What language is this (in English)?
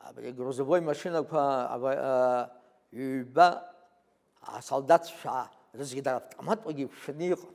Abkhazian